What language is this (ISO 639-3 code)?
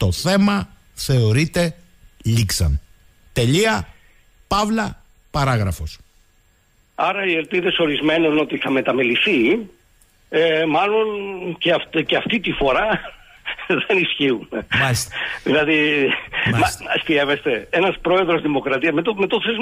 ell